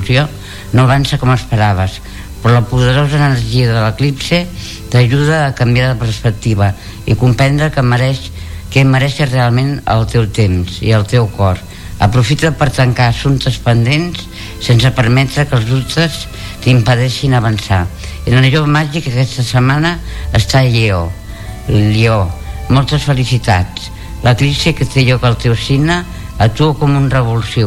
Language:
Catalan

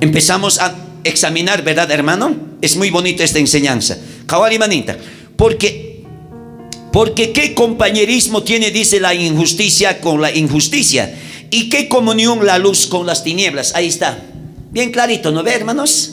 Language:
South Bolivian Quechua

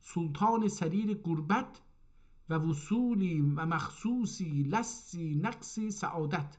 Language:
South Azerbaijani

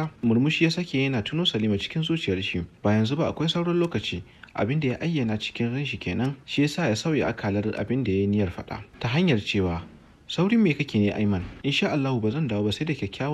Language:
Hausa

